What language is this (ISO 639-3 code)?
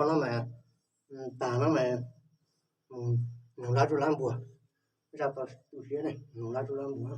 hmn